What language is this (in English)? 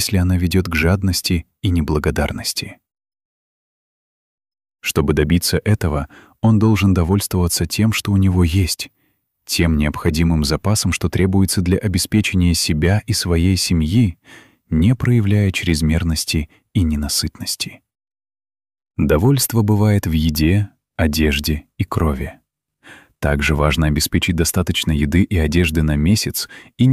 Russian